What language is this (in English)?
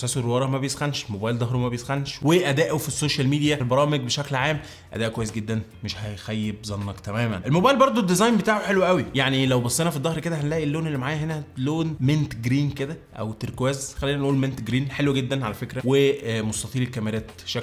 Egyptian Arabic